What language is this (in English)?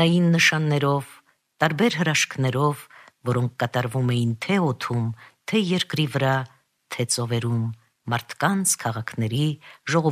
Armenian